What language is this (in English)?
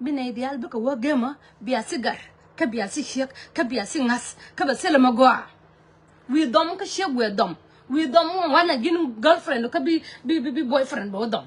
Nuer